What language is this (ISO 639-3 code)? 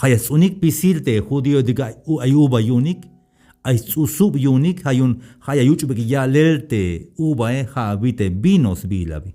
tzh